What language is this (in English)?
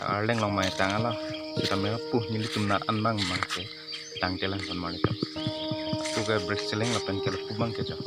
Karbi